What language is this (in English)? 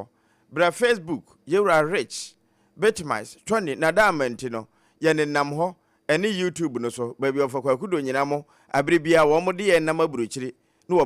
Akan